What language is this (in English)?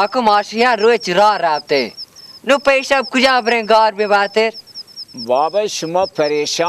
Baluchi